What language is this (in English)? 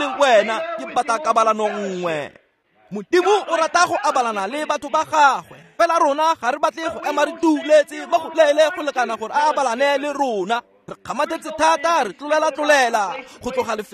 Tswana